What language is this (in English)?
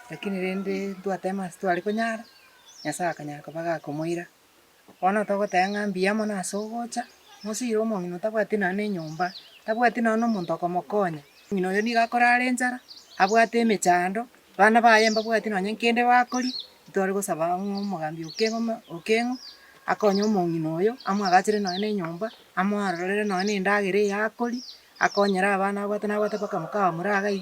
Gusii